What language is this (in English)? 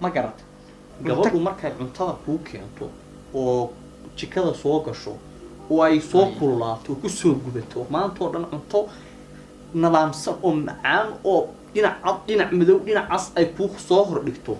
Somali